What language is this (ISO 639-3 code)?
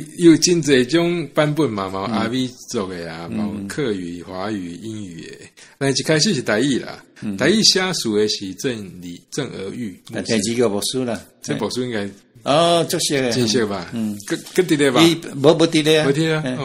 nan